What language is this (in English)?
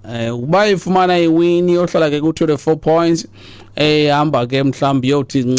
Xhosa